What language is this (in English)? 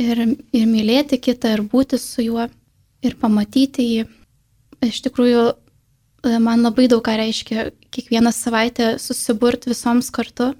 Lithuanian